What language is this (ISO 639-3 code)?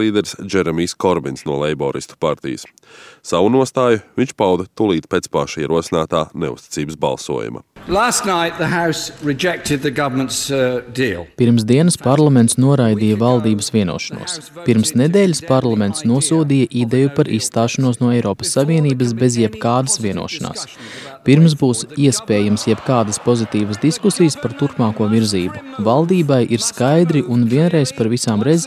lav